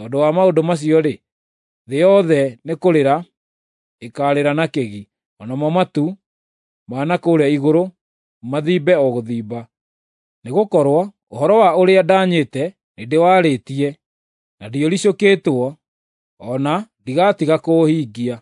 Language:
Kikuyu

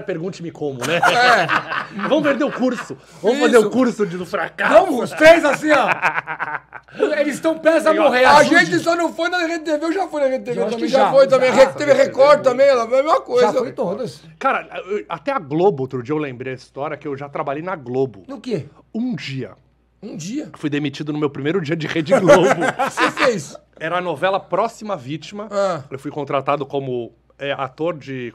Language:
Portuguese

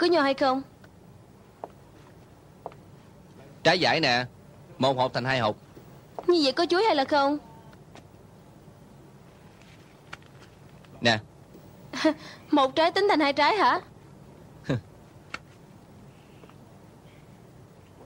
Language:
Vietnamese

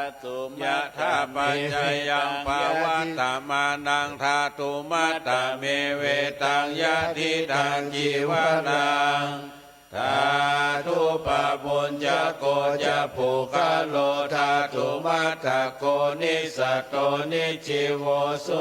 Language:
Pali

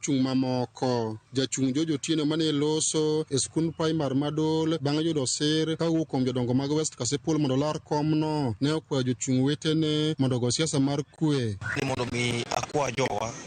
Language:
Luo (Kenya and Tanzania)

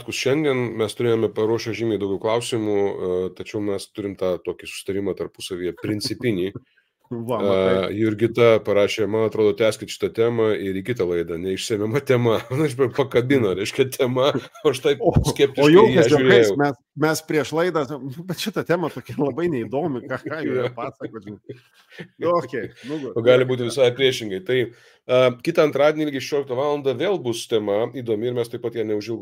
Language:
Lithuanian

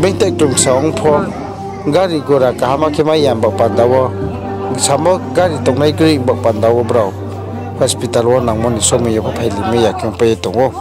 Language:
Riang (India)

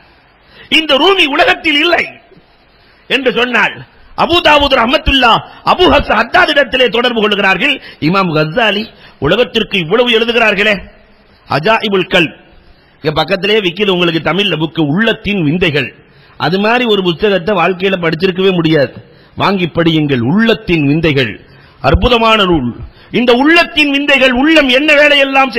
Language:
Tamil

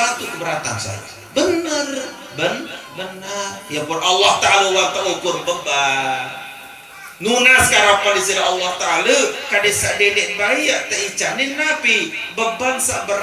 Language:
Sasak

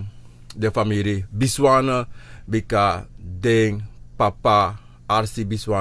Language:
Sranan Tongo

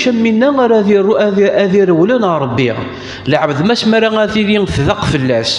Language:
Kabyle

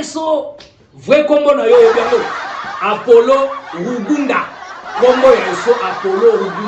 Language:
Lingala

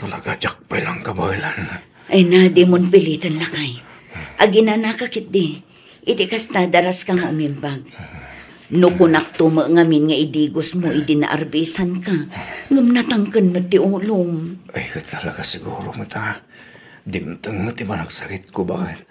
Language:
Iloko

